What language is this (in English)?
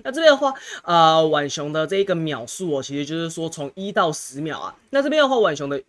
Chinese